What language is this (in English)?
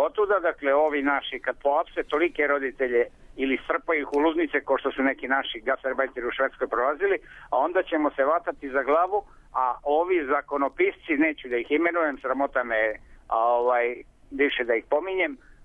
Serbian